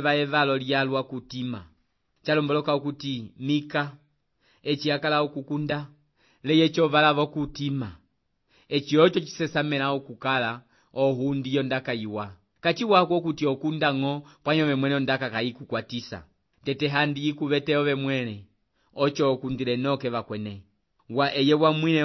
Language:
Umbundu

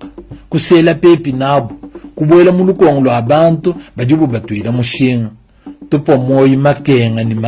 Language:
Luba-Lulua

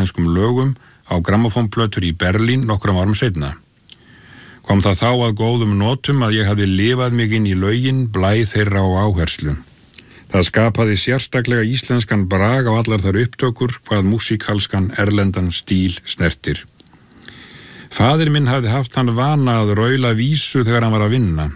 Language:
Icelandic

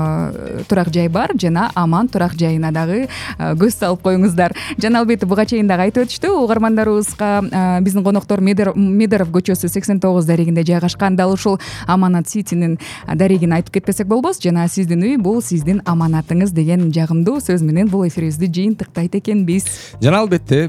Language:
Kyrgyz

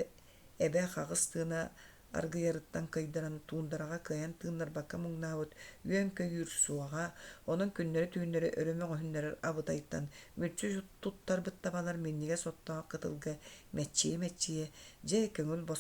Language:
Yakut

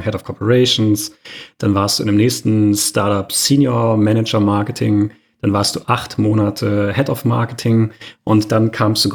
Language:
German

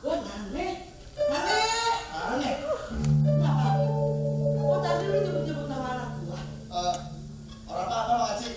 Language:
Betawi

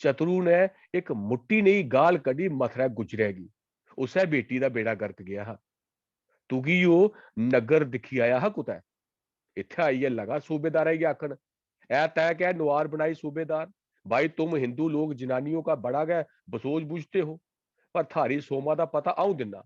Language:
Dogri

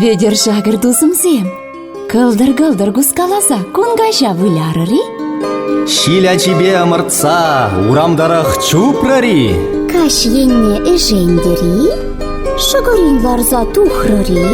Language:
Chuvash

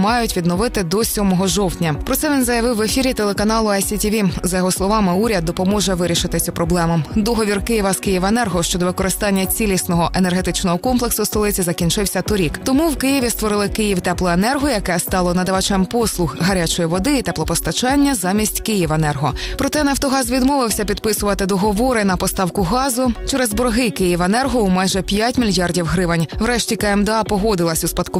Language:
Ukrainian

